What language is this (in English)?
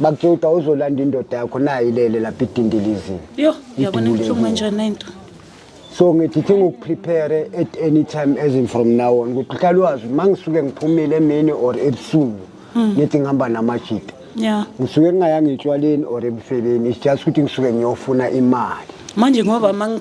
Zulu